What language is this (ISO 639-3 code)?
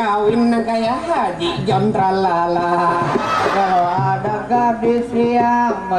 bjn